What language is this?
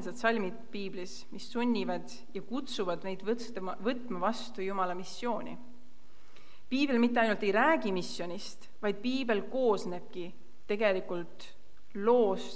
Estonian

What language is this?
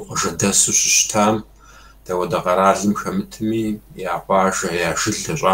Kabardian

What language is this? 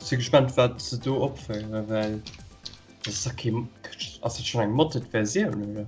Luxembourgish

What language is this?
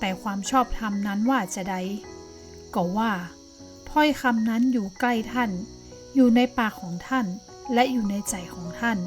Northern Thai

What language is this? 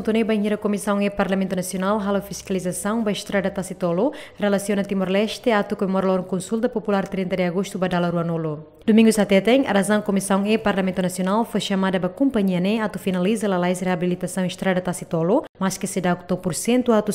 Tetum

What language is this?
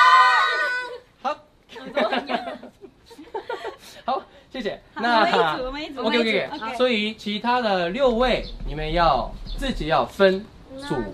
Chinese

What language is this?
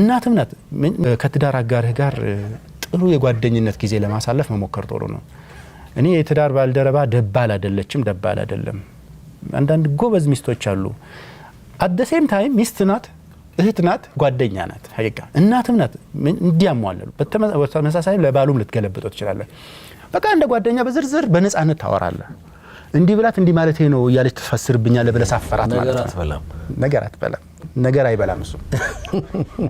Amharic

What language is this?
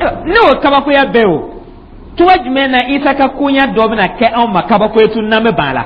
Dyula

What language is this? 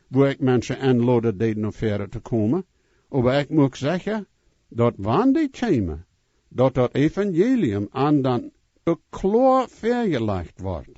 Plautdietsch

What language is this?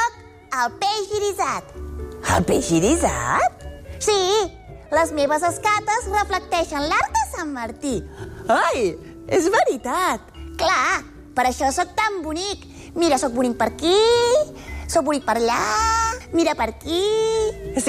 Catalan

